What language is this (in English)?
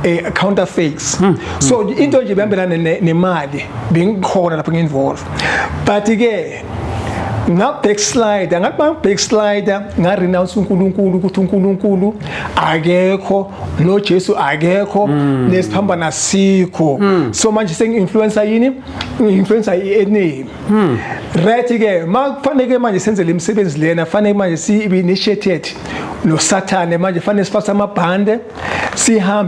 Zulu